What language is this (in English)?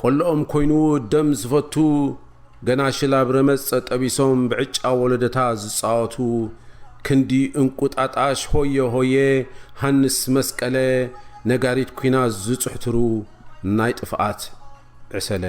Tigrinya